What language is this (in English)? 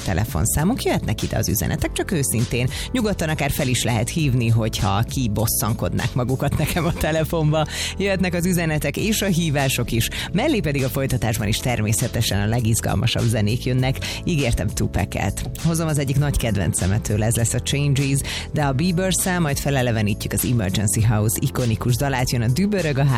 Hungarian